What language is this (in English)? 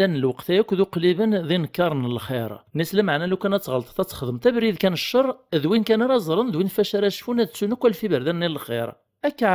Kabyle